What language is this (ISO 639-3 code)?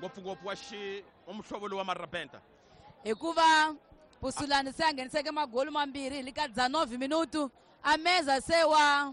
tso